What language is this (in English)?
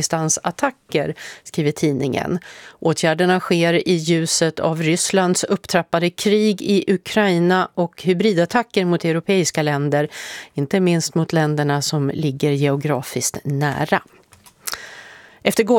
Swedish